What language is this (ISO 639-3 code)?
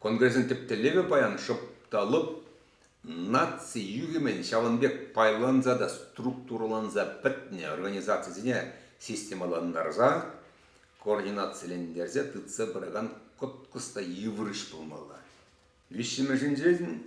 chv